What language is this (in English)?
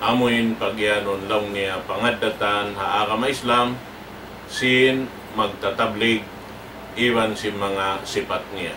Tausug